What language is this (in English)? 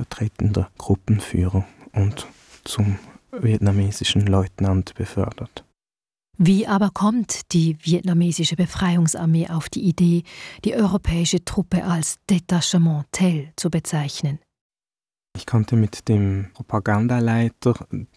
German